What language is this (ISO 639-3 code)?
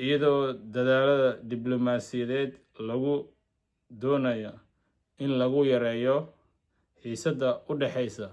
som